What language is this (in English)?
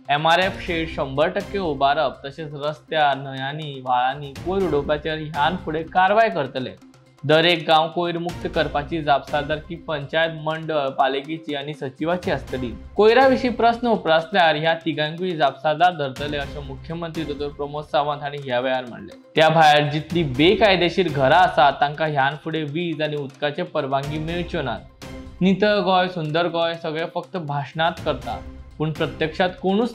Konkani